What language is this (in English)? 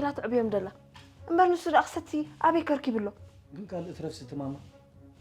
Tigrinya